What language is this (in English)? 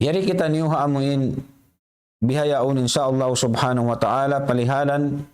Tausug